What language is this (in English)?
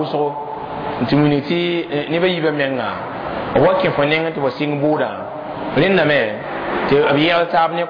Mossi